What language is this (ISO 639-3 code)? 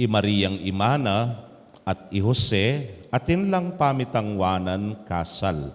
pam